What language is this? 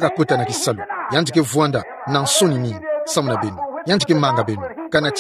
Kituba (Democratic Republic of Congo)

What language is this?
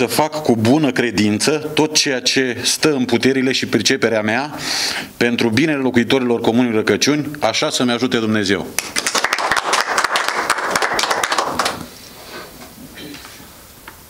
Romanian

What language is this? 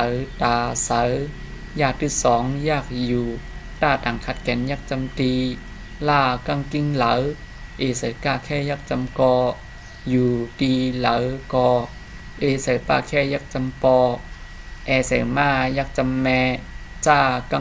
Shan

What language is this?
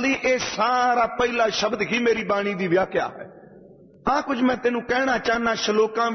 Punjabi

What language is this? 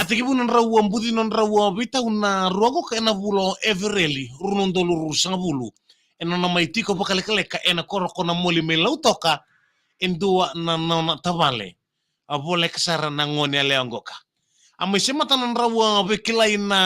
Fijian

